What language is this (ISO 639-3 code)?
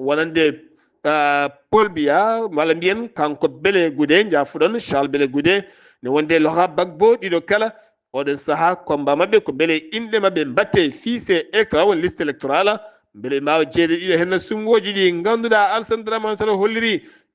ful